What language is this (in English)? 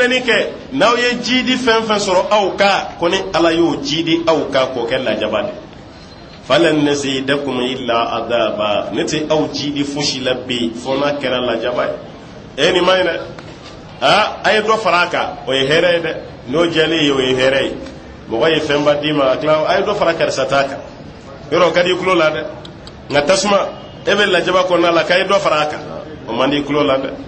Bambara